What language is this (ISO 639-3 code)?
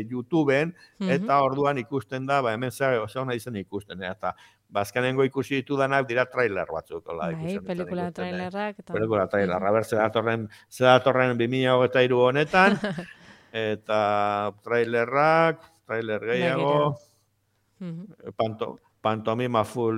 eus